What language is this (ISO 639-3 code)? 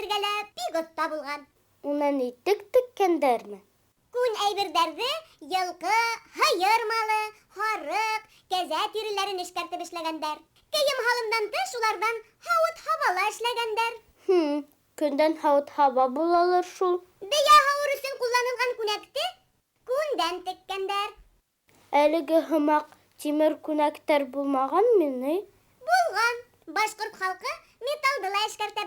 bak